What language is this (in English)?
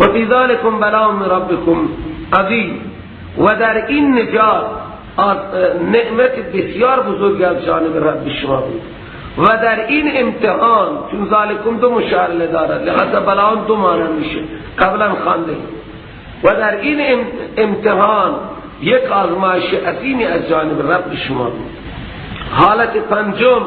Persian